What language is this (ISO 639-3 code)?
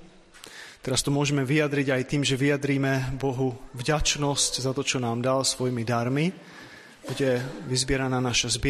slk